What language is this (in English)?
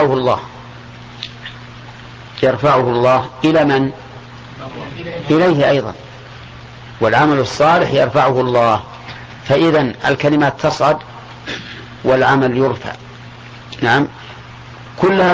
Arabic